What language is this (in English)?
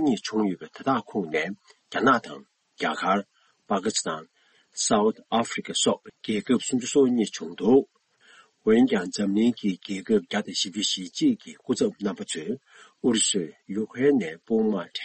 Tibetan